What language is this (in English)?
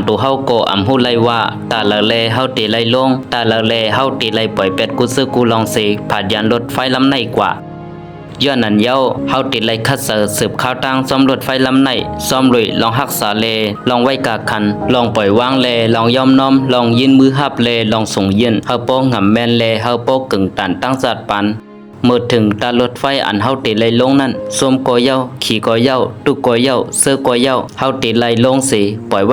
Shan